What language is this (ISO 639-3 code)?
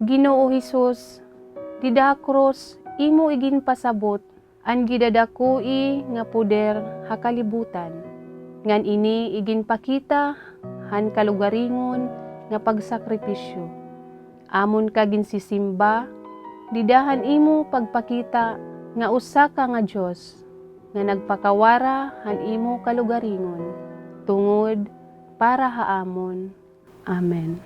war